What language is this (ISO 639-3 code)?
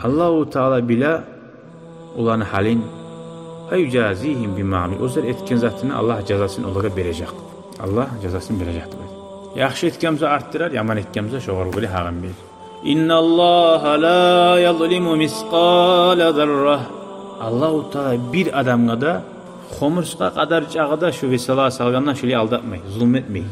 kum